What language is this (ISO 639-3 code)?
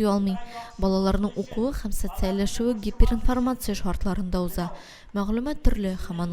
tat